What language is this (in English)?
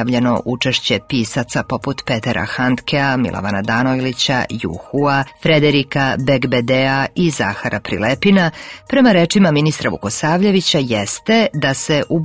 Serbian